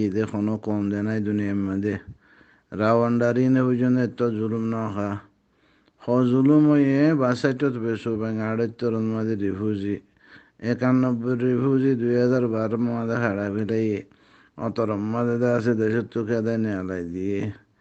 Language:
Rohingya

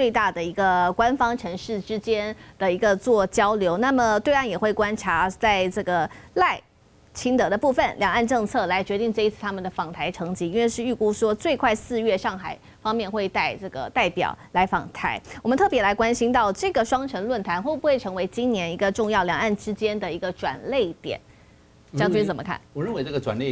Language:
Chinese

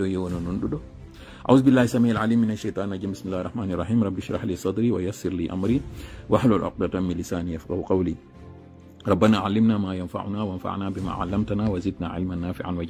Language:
Fula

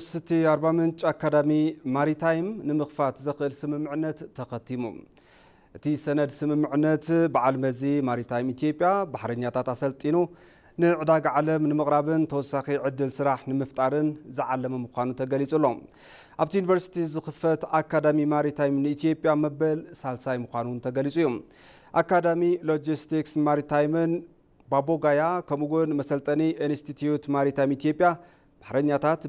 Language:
Tigrinya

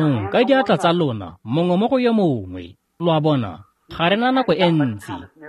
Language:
Tswana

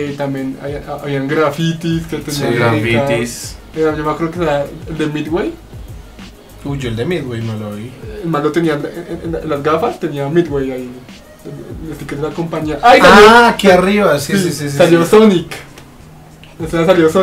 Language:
Spanish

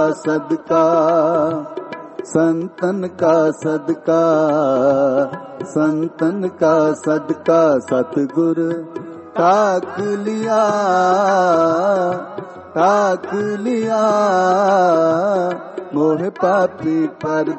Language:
Punjabi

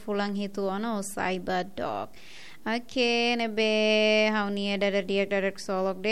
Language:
Tetum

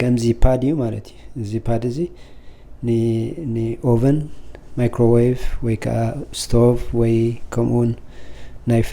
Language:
Tigrinya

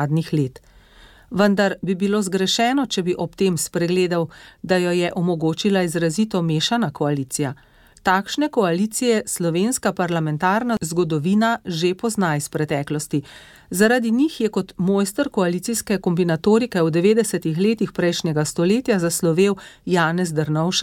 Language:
Slovenian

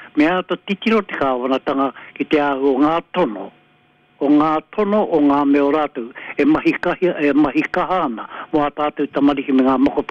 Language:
Māori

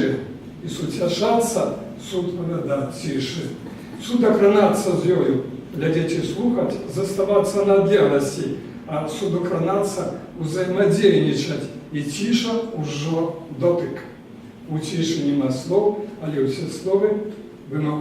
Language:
Belarusian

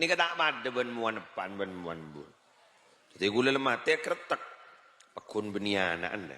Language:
Madurese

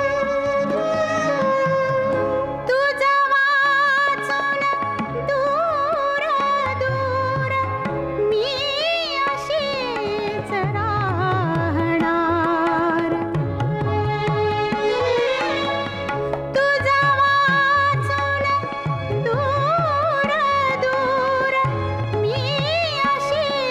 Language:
Marathi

